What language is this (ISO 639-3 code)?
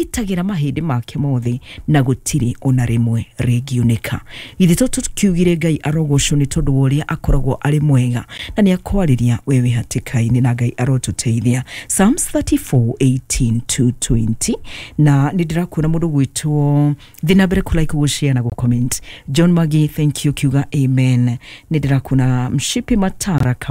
kik